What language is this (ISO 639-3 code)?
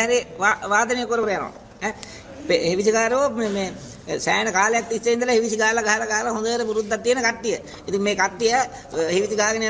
sin